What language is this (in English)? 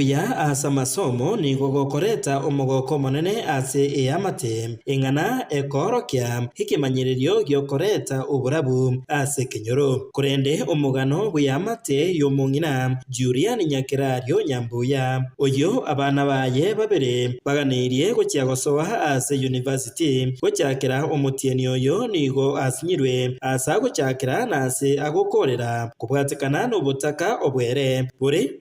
Gusii